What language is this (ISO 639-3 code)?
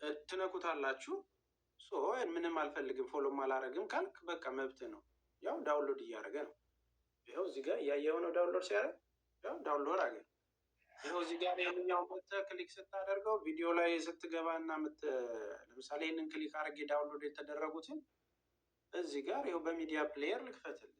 amh